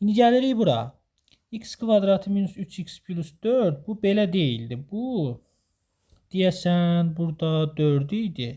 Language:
Azerbaijani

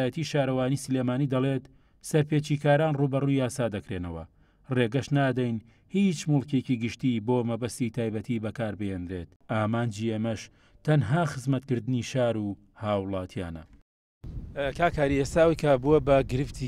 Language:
Central Kurdish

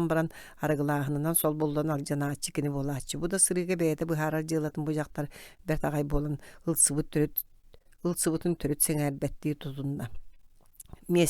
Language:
Yakut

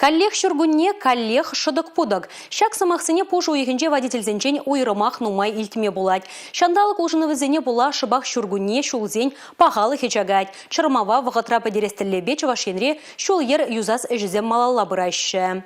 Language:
Chuvash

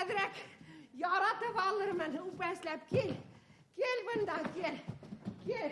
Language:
Bashkir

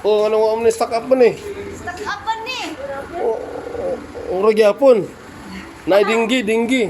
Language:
Cebuano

